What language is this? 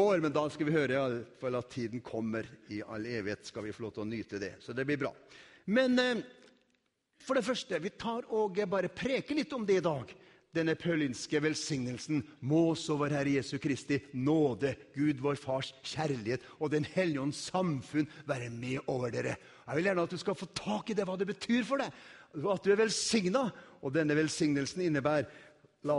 Norwegian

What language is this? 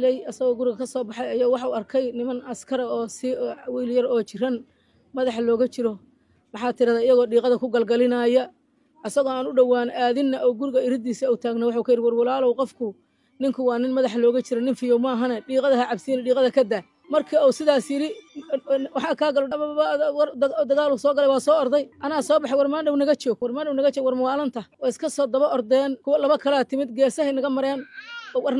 Somali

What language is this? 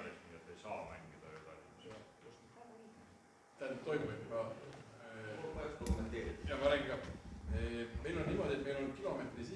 Estonian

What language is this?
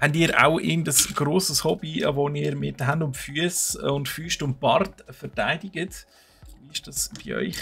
Swiss German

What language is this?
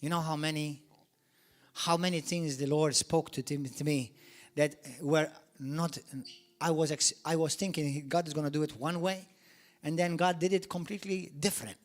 English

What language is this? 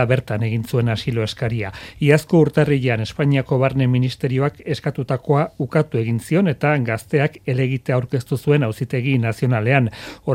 Basque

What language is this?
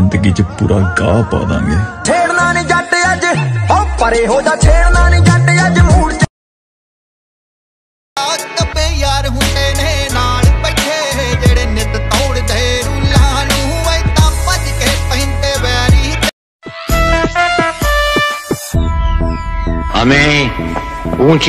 Punjabi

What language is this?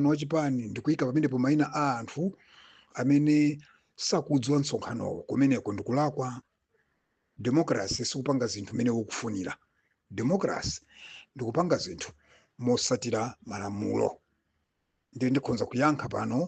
Nyanja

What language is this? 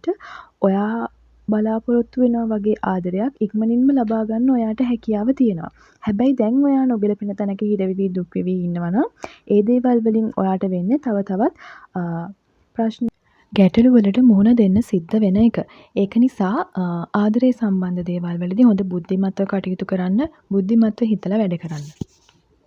Sinhala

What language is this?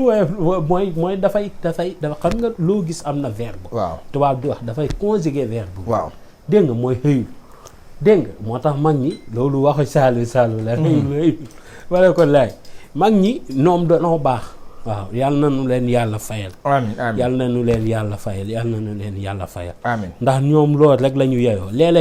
Wolof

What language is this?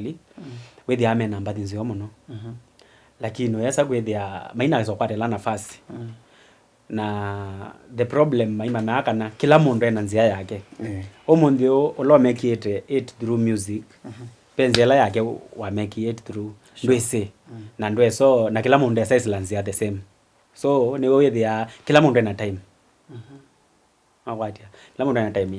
Kamba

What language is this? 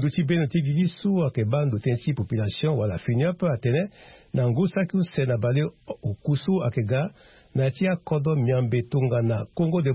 Sango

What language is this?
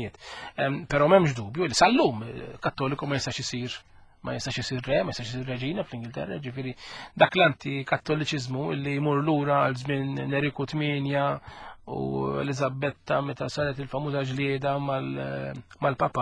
Maltese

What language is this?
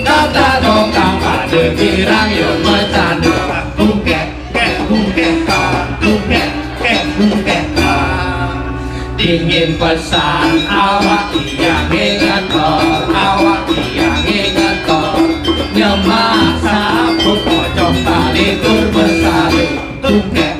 Balinese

